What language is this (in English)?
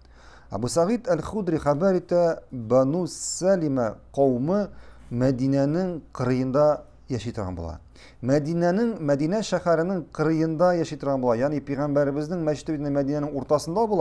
Tatar